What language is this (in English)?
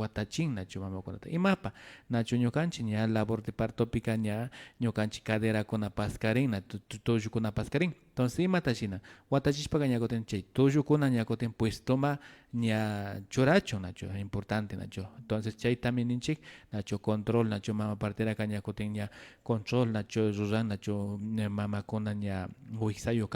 Imbabura Highland Quichua